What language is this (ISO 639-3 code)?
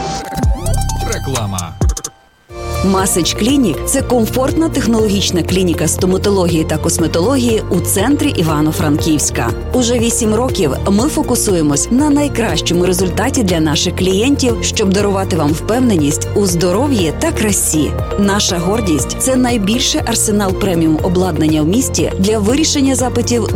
ukr